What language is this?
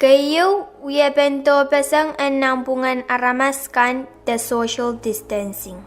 Pohnpeian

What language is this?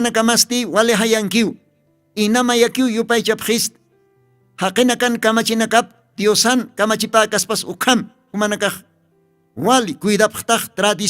Aymara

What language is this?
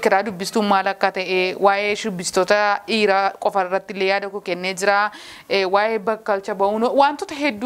Oromo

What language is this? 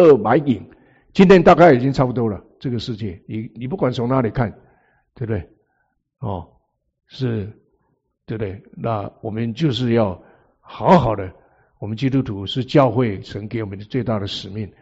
Chinese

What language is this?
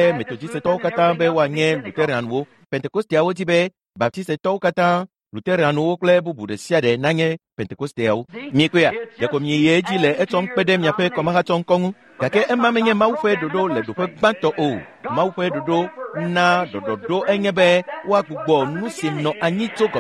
Ewe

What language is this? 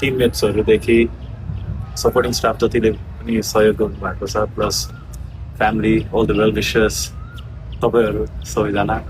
Nepali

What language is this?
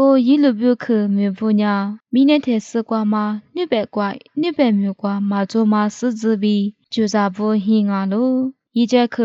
Lisu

